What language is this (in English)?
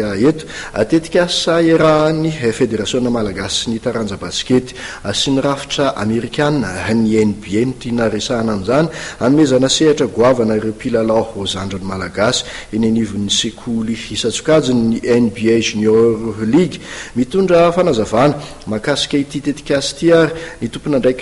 Malagasy